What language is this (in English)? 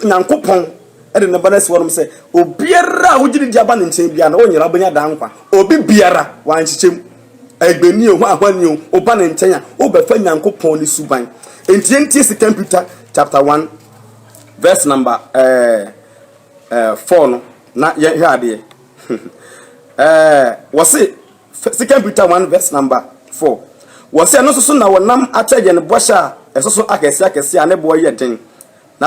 Akan